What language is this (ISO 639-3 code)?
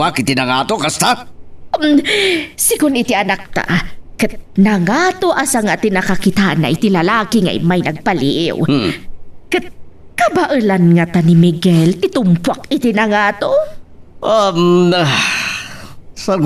ilo